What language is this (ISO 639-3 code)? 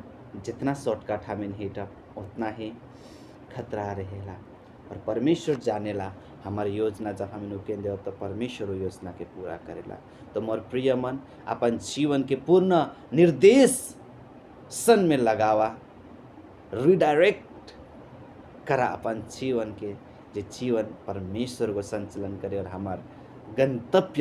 sck